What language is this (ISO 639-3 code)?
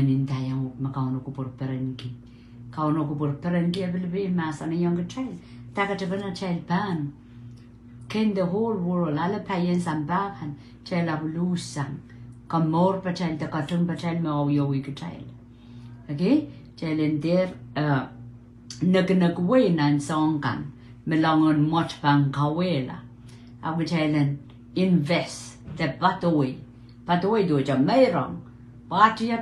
pon